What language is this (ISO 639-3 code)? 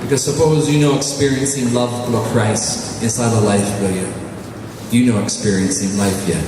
tpi